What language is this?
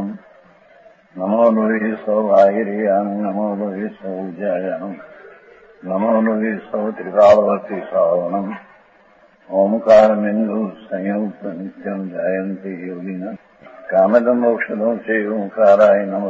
Gujarati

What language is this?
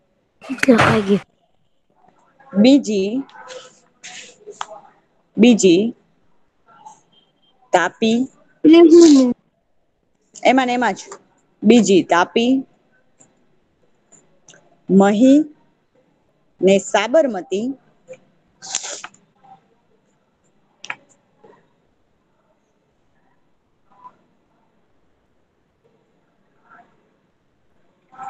Gujarati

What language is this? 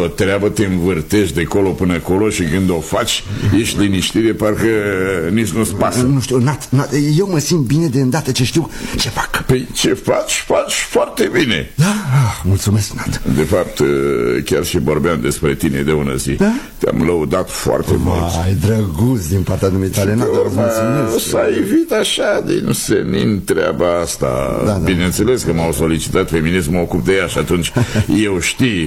Romanian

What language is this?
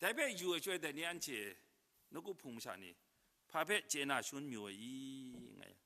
Kachin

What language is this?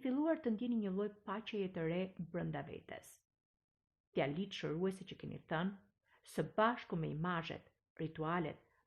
Albanian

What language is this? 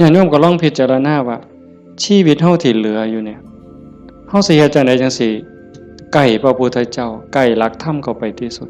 Northeastern Thai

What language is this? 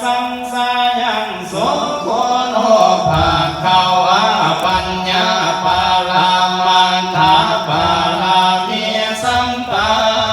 Pali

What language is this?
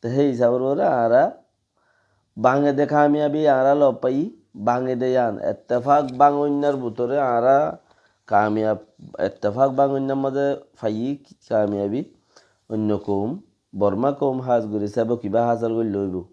Rohingya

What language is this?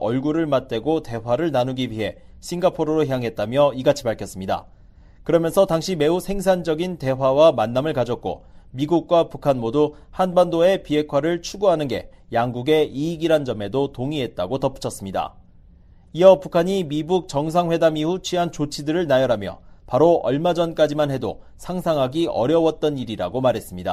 Korean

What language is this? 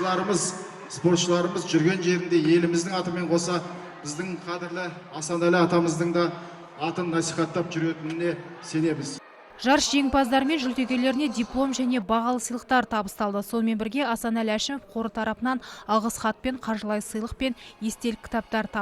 Kazakh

